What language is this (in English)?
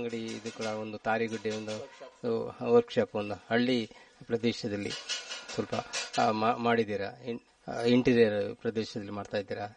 Kannada